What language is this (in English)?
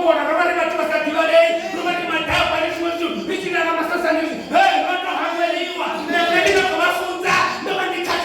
Venda